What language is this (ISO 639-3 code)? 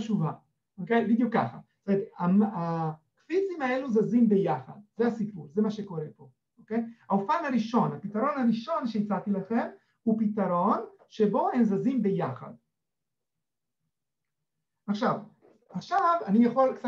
heb